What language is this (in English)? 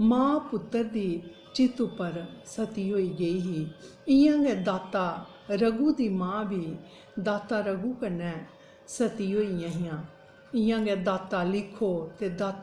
Dogri